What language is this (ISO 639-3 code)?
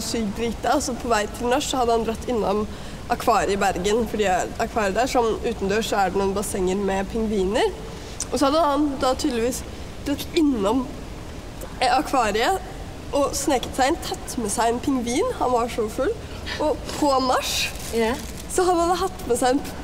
nor